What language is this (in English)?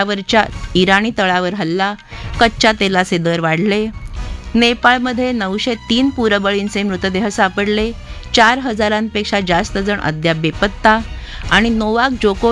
Marathi